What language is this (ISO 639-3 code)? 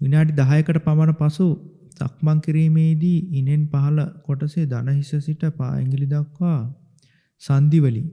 sin